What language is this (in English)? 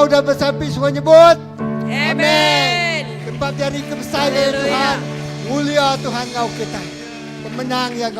Iban